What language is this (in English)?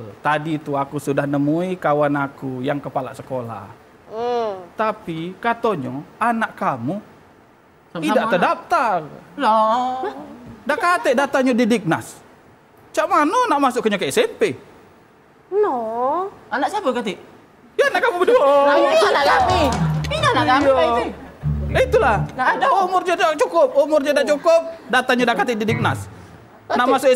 Musi